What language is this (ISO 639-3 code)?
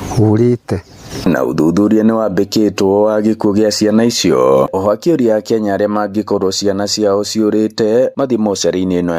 kik